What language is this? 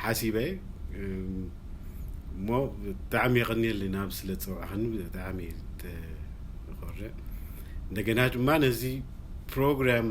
Tigrinya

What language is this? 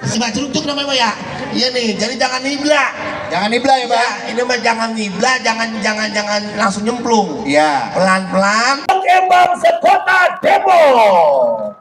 Betawi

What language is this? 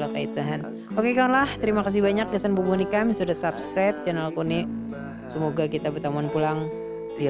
Banjar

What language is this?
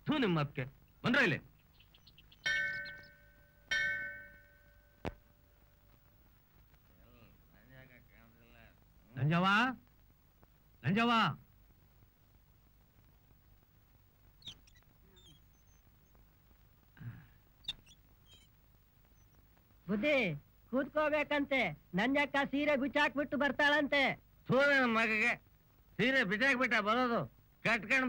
Kannada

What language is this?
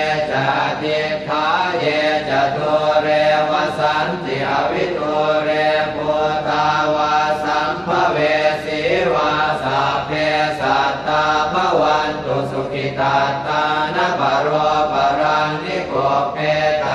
Pali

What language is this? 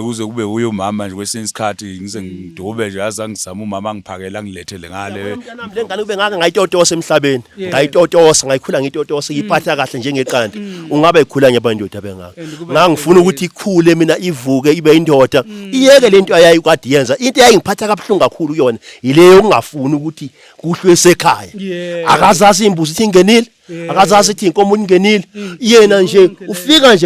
Zulu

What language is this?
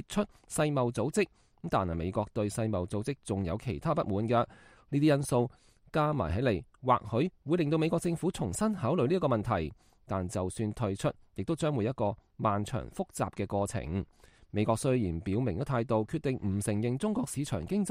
Cantonese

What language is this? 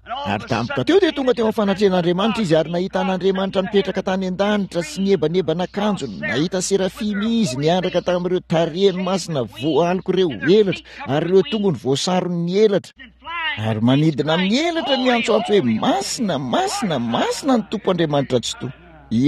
Malagasy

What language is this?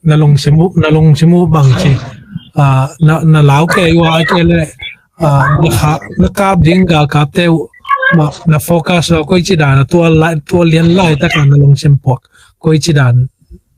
Tedim Chin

